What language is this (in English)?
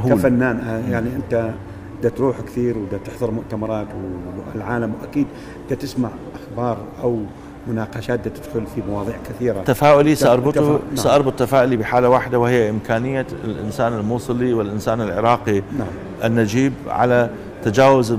Arabic